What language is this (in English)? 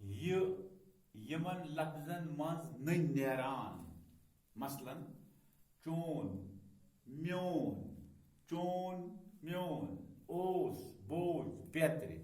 Kashmiri